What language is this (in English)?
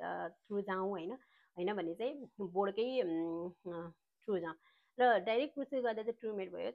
Nepali